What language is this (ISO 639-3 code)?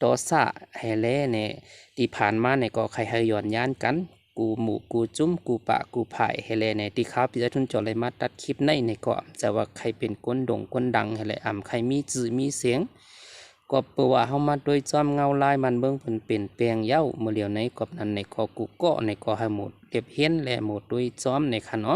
shn